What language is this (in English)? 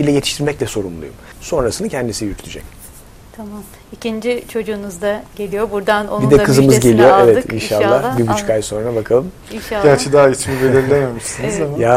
Turkish